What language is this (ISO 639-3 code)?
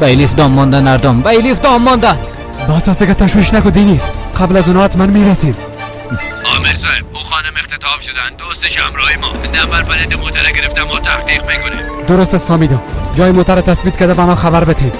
fas